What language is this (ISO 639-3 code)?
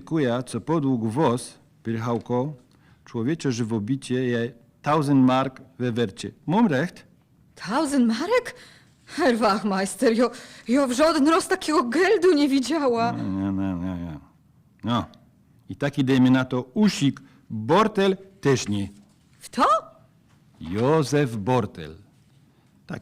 szl